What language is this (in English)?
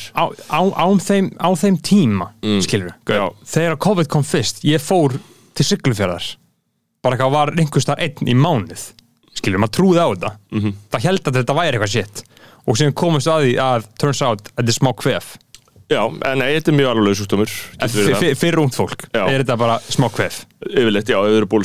Icelandic